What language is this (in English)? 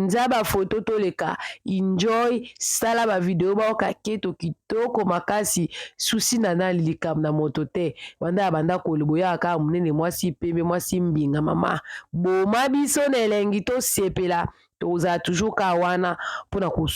Lingala